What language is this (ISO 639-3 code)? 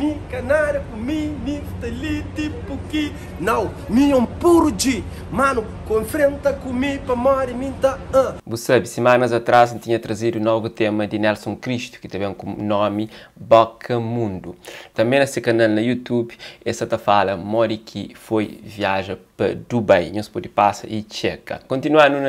kea